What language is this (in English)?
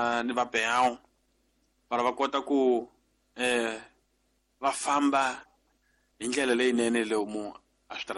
Tsonga